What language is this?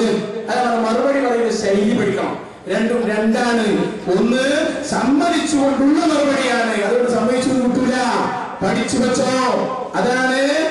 Malayalam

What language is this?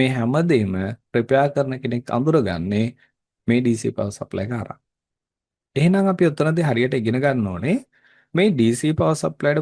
Sinhala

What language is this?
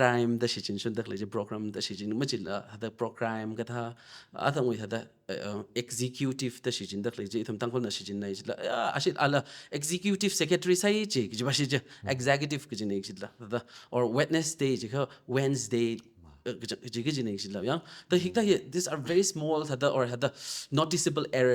Tangkhul Naga (India)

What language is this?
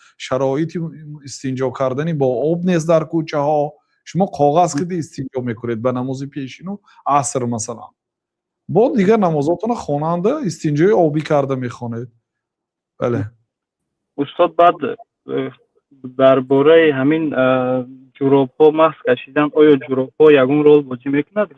Tajik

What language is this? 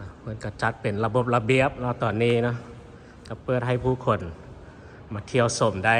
Lao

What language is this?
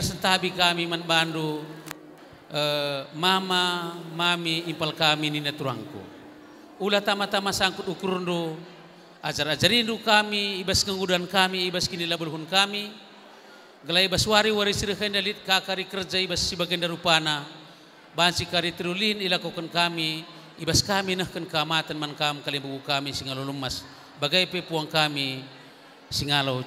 Batak Karo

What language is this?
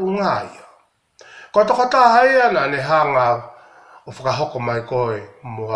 Tongan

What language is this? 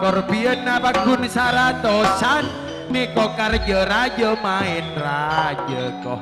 Madurese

